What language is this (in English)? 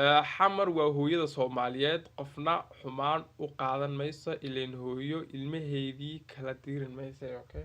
Somali